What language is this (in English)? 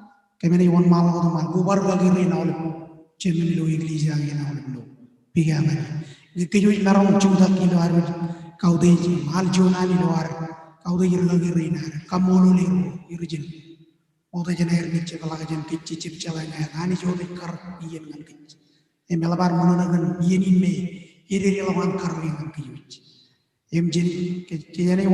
Marshallese